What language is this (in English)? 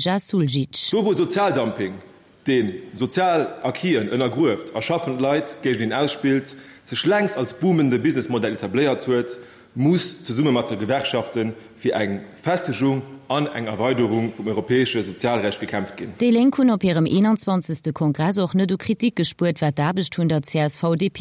Luxembourgish